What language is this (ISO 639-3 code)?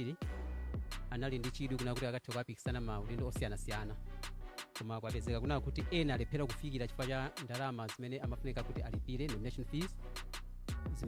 nya